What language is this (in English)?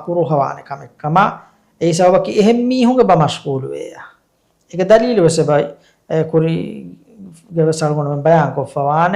Divehi